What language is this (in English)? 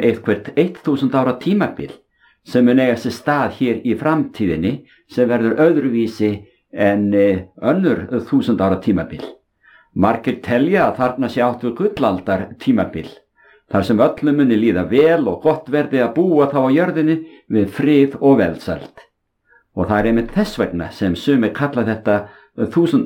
Icelandic